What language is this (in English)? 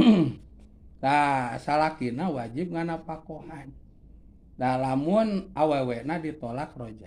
Sundanese